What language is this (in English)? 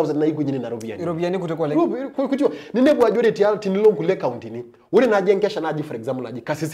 Masai